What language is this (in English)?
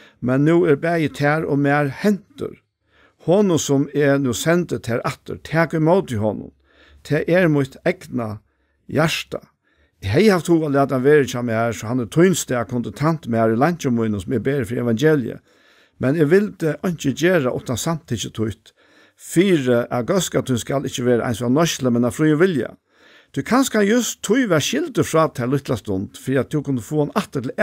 Faroese